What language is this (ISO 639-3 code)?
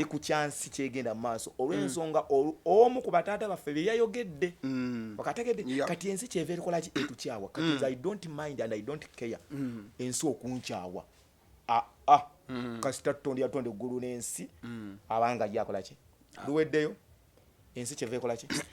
lug